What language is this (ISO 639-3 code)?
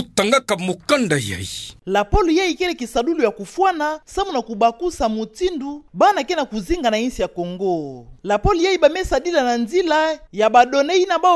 ktu